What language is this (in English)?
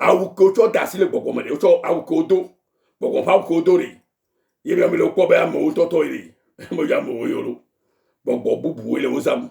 Ewe